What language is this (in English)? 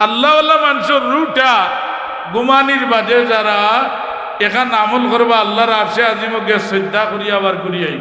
Sylheti